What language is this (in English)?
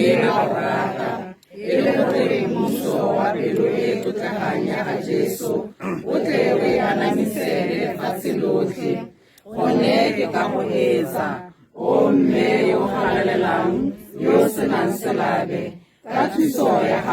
Tswana